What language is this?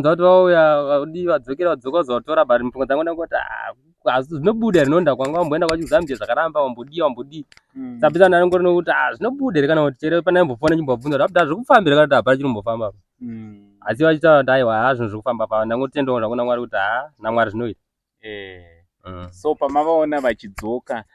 Shona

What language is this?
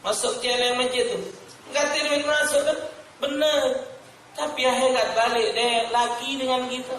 Musi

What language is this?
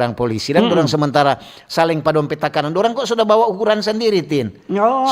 Manado Malay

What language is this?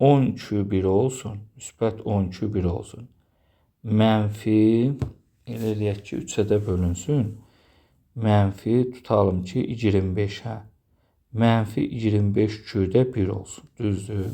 Azerbaijani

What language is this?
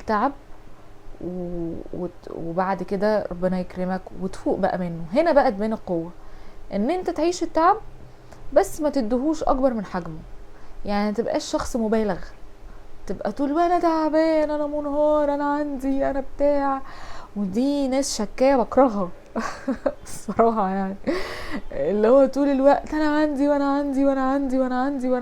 Egyptian Arabic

